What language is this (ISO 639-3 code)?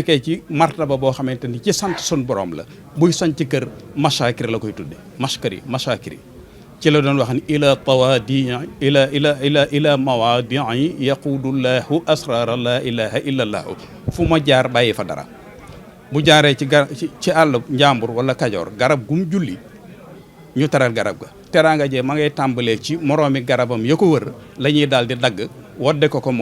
wol